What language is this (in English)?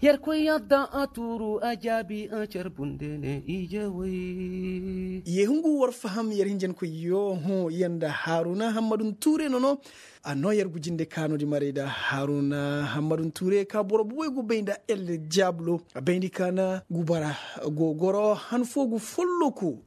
Koyraboro Senni